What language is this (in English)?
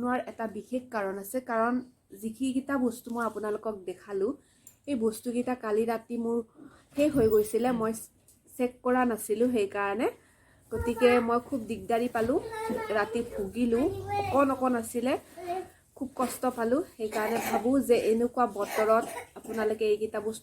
Assamese